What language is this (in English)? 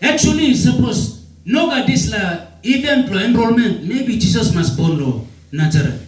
Tok Pisin